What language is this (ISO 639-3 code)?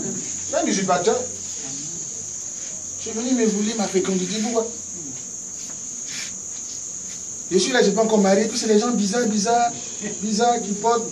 fra